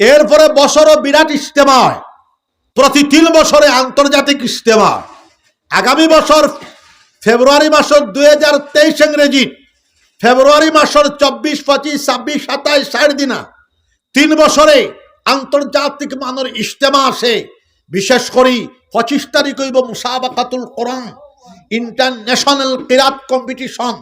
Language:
Sylheti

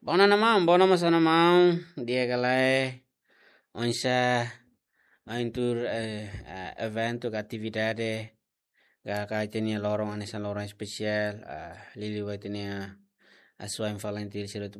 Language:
Tetum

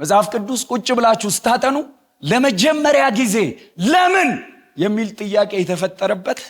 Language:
Amharic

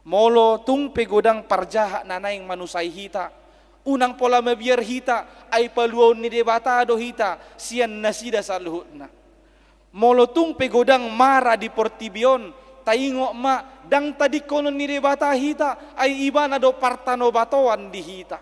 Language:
Batak Toba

